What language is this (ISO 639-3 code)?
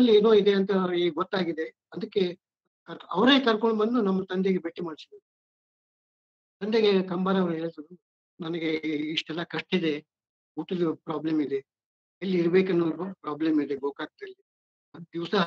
kan